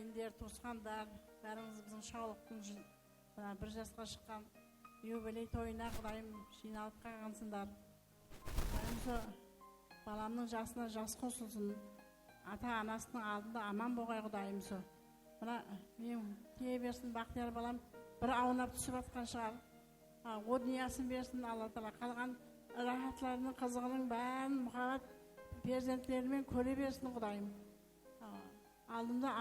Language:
Kara-Kalpak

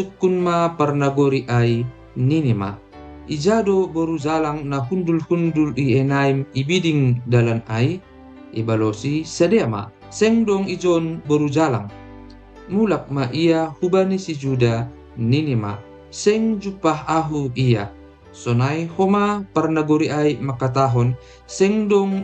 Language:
Batak Simalungun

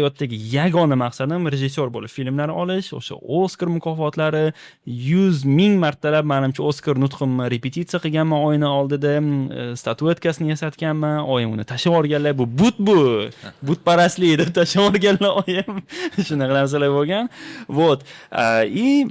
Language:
Uzbek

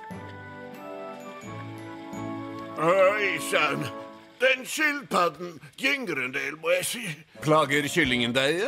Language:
Norwegian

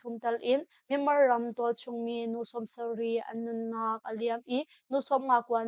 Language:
Hakha Chin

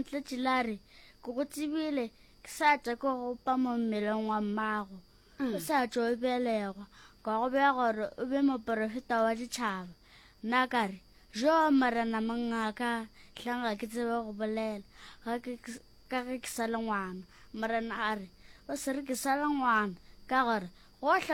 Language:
Northern Sotho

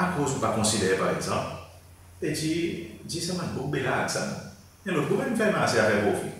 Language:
Seselwa Creole French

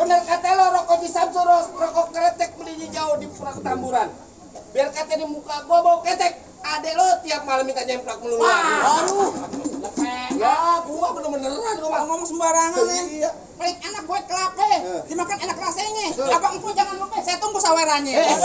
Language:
Betawi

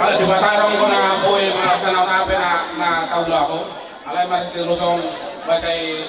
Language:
Batak Toba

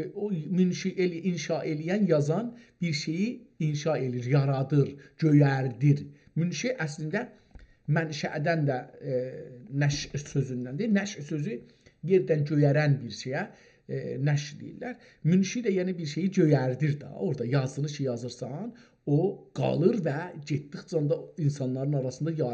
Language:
South Azerbaijani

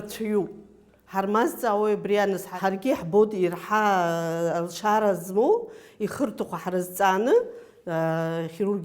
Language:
Abkhazian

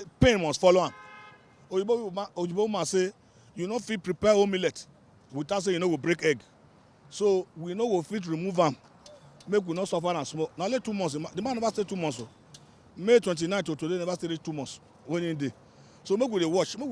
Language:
Nigerian Pidgin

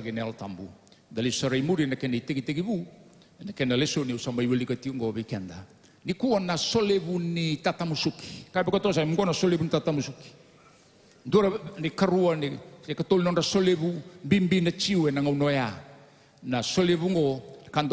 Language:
Fijian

